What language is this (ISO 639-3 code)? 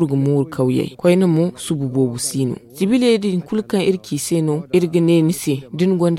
dje